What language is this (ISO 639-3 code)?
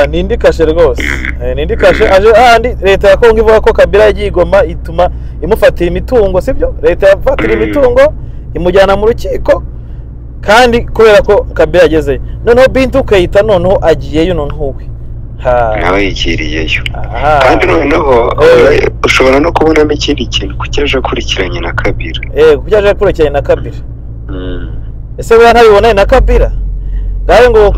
kin